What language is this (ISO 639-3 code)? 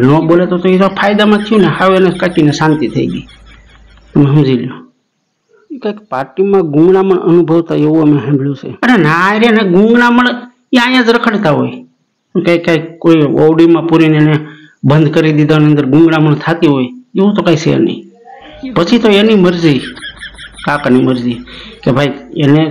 guj